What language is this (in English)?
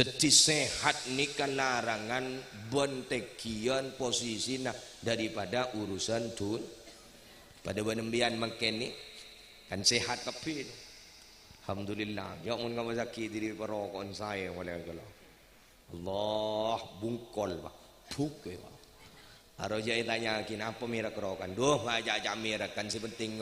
Madurese